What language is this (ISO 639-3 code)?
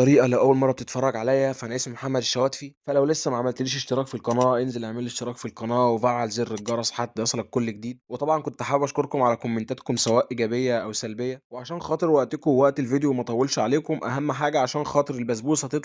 arz